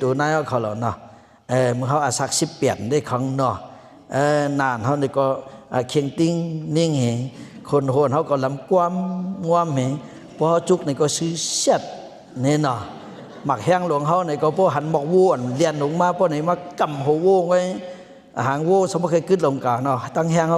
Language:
Shan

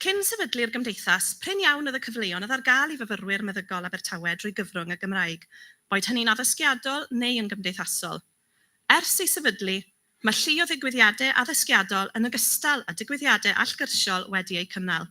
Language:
Welsh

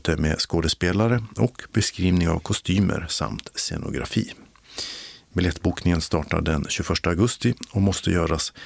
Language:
Swedish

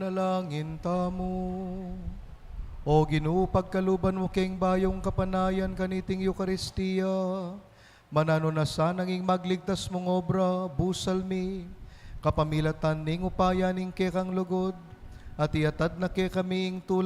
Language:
Pampanga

